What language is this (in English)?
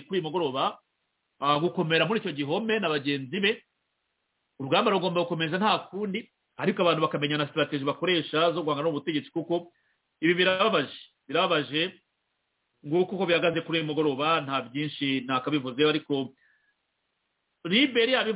Kinyarwanda